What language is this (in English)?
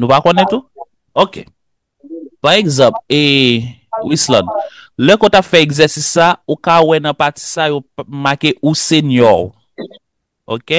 Haitian Creole